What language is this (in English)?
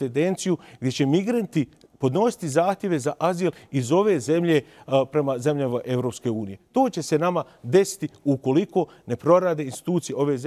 Bosnian